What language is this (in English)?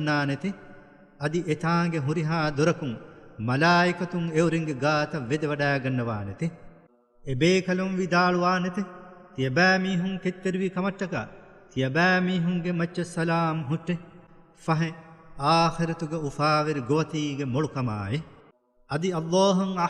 Divehi